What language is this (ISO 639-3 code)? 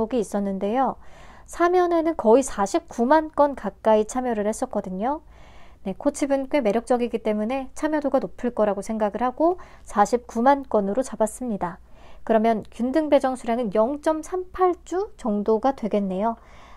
kor